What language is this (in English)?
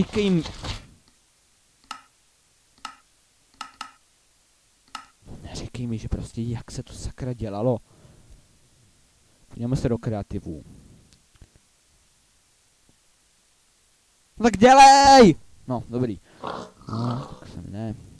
Czech